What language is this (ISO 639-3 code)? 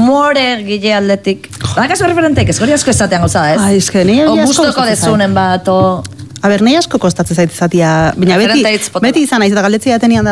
eus